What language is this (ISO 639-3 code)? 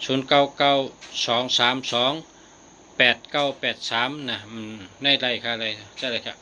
shn